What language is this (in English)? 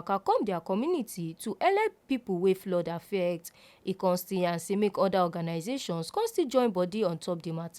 Nigerian Pidgin